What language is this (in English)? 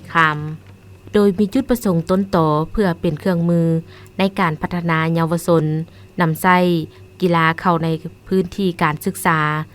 Lao